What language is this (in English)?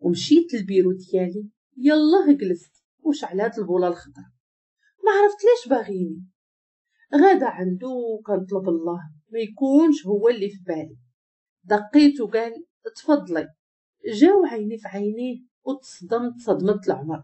Moroccan Arabic